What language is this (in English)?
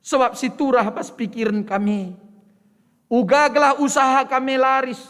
Batak Karo